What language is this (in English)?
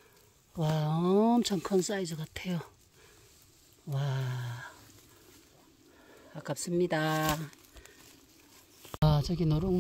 Korean